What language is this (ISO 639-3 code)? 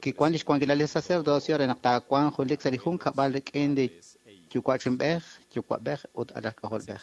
kek